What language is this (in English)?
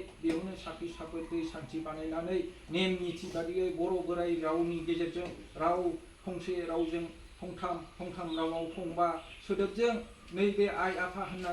Bodo